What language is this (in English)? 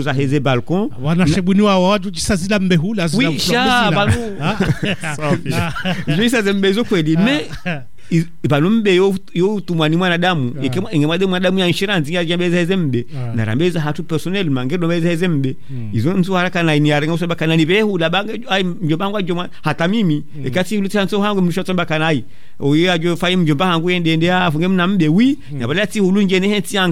Swahili